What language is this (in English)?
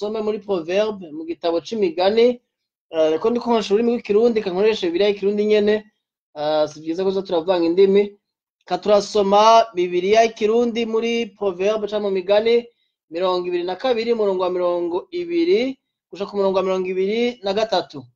Rundi